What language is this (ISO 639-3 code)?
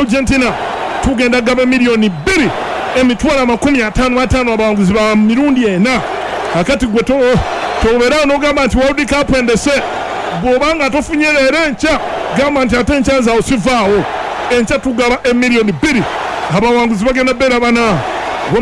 lug